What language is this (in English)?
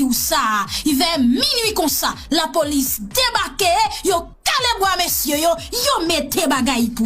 Haitian Creole